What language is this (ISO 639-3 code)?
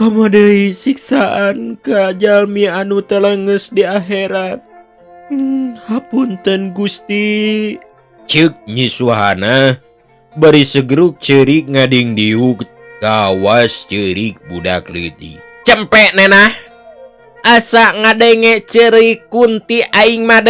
sun